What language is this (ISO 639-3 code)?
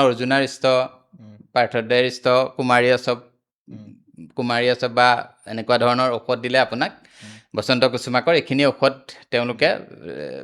asm